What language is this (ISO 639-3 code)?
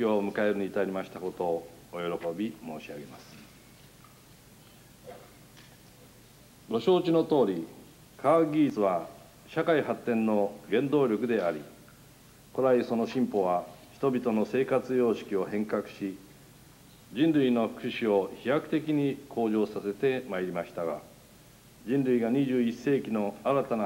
jpn